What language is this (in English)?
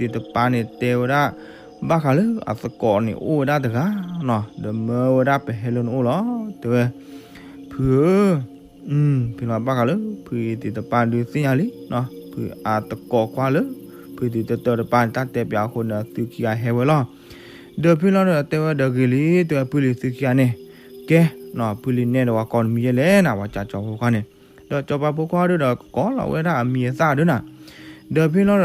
S'gaw Karen